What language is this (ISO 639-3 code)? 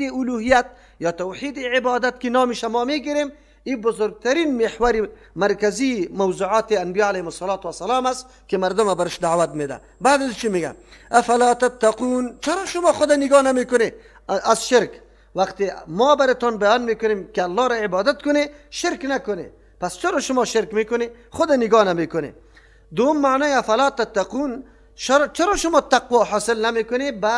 fas